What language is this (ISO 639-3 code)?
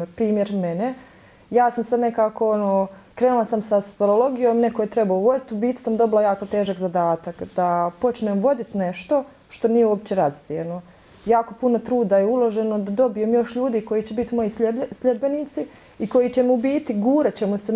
bos